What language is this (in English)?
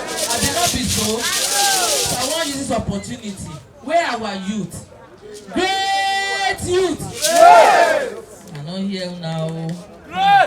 Nigerian Pidgin